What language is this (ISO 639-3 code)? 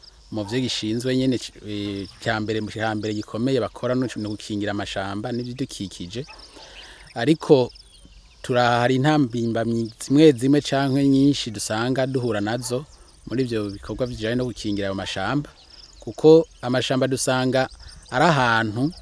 run